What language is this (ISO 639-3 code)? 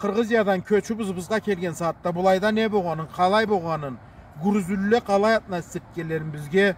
krc